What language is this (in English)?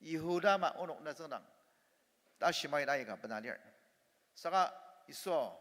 Ao Naga